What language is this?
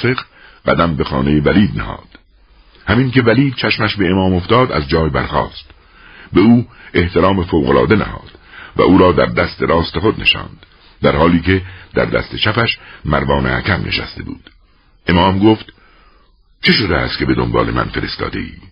Persian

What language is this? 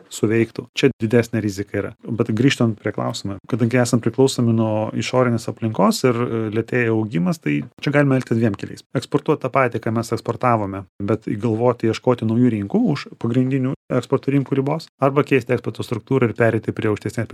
Lithuanian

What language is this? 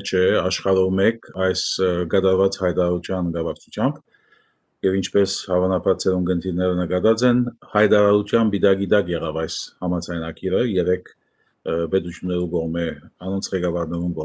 Armenian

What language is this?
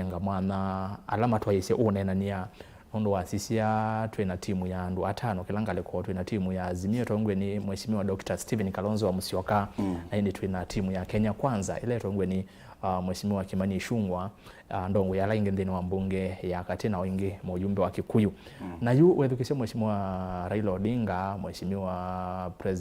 Kamba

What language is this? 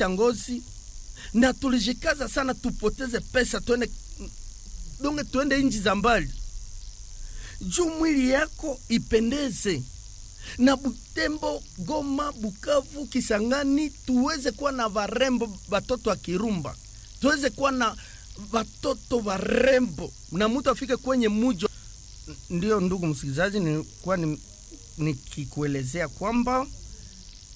Swahili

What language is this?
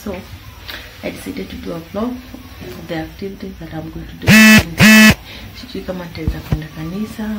Swahili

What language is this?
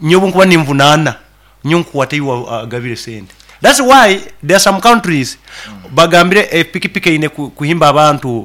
Nyankole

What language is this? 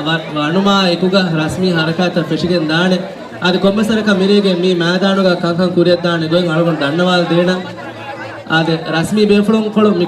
Divehi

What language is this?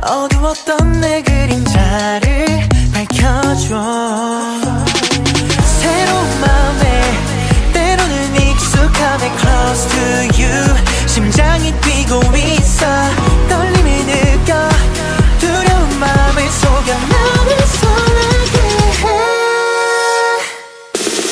Korean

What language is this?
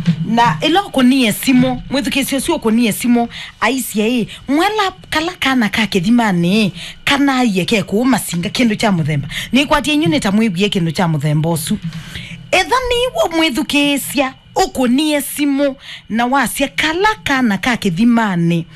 Kamba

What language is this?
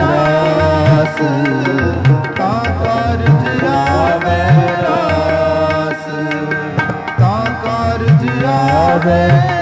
Punjabi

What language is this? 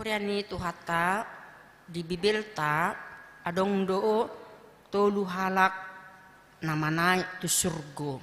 Batak Toba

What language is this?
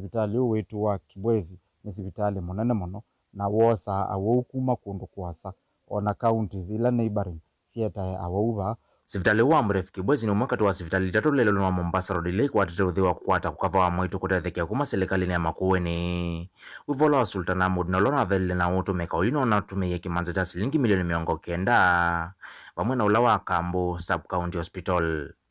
Kamba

